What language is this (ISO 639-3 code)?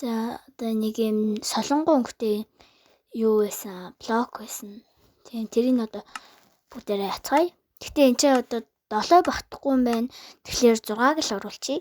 mon